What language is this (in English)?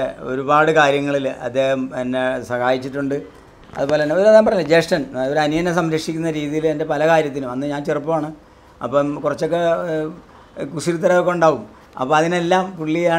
Malayalam